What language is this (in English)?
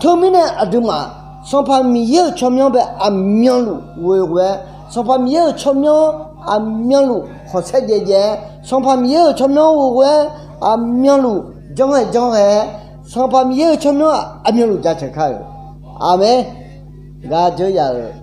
Akha